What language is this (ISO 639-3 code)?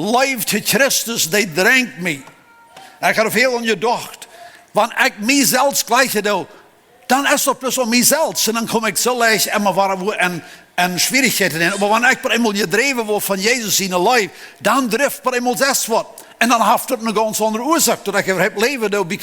pdt